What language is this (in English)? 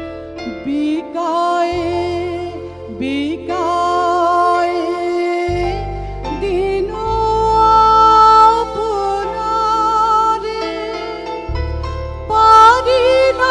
Bangla